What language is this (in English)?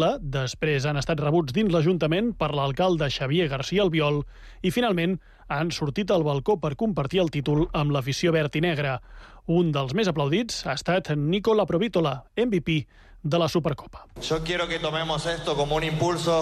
Catalan